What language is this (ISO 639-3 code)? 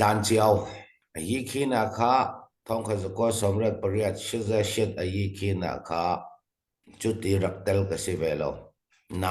cfm